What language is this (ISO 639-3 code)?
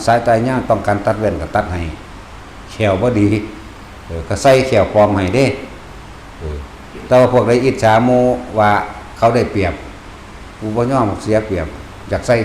tts